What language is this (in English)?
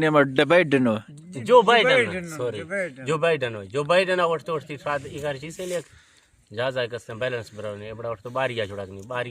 Eastern Balochi